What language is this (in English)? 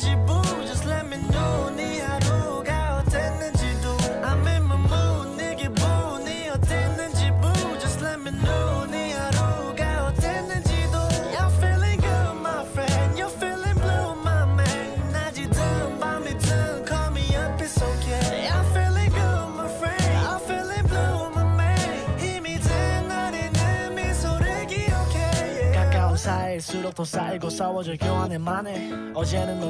Korean